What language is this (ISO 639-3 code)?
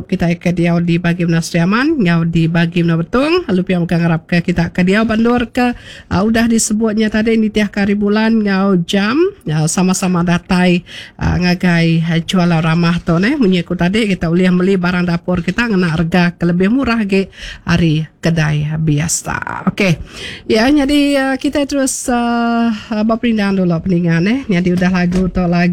iba